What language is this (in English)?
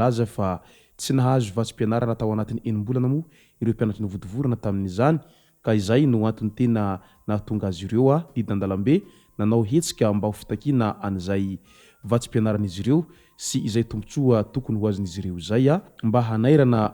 Malagasy